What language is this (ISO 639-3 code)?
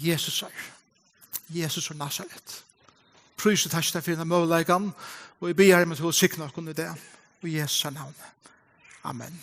fao